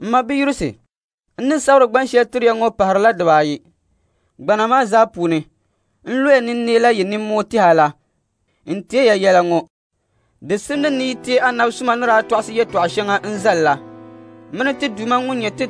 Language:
Dagbani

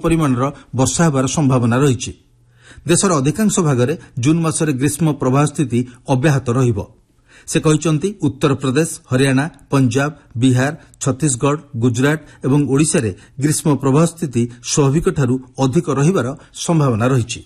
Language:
Odia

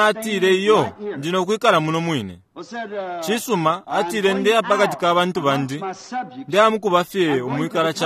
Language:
Bemba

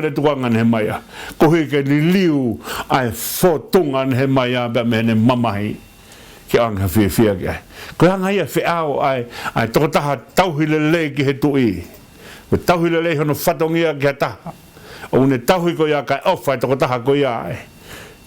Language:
Tongan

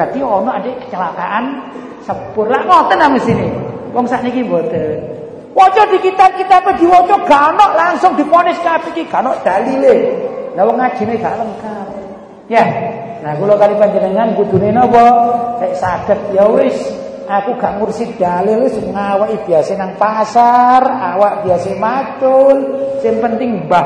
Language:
Javanese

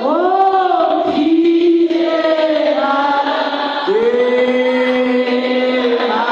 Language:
Southern Sotho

